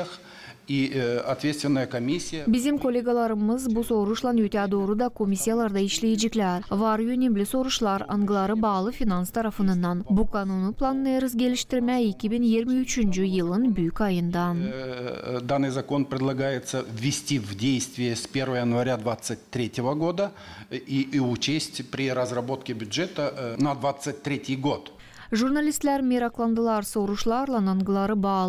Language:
Gagauz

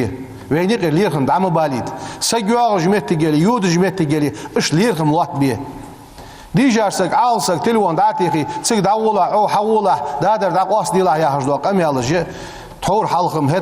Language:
Ingush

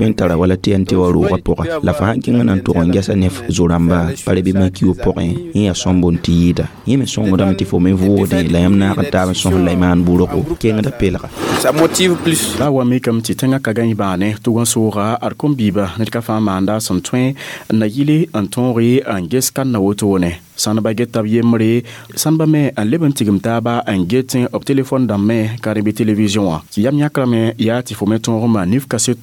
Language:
Mossi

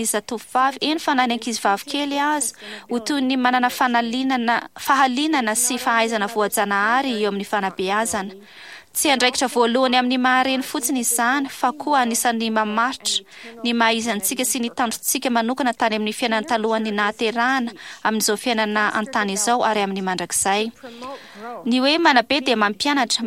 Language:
Malagasy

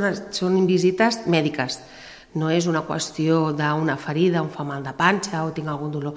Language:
Catalan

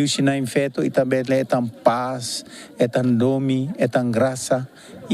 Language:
Tetum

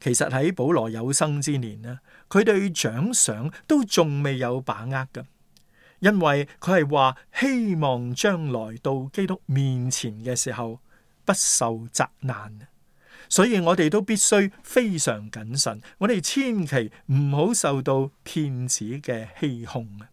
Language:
Cantonese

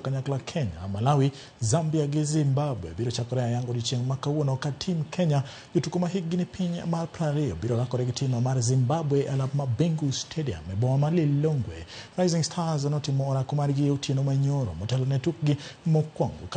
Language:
Luo (Kenya and Tanzania)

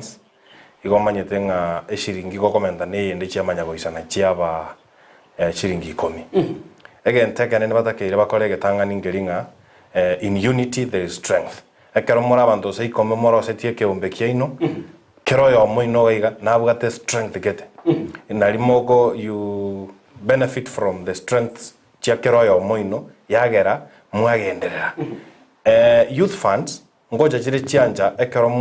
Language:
Gusii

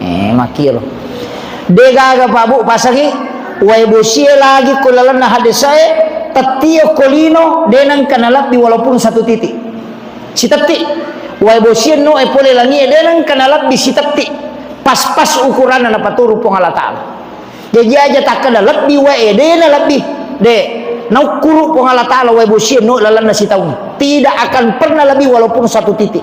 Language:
Buginese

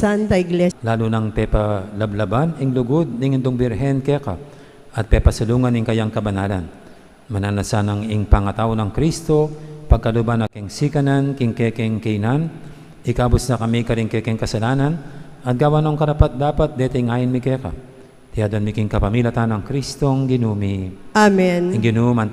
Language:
Pampanga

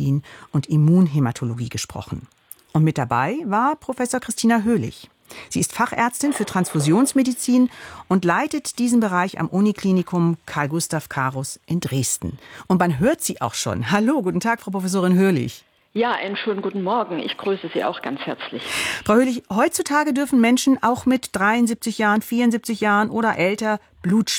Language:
German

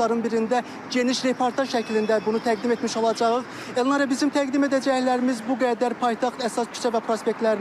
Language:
Azerbaijani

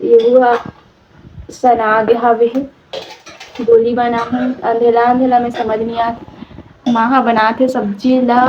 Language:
Chhattisgarhi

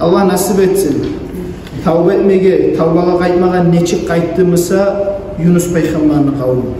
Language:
Kumyk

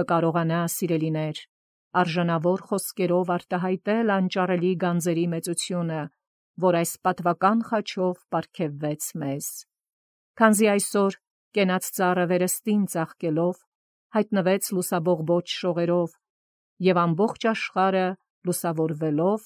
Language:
Armenian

